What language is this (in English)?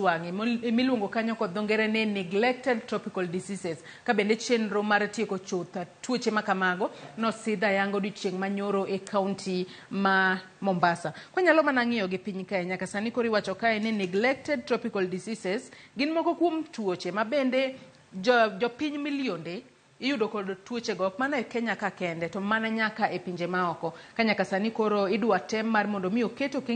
Luo (Kenya and Tanzania)